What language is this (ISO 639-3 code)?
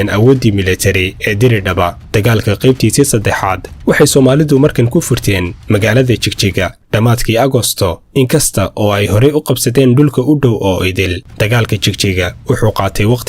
som